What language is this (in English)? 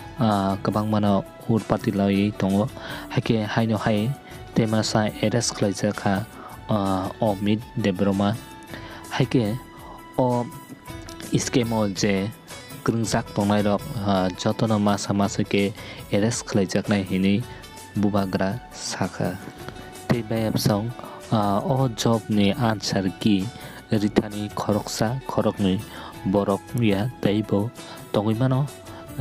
Kok Borok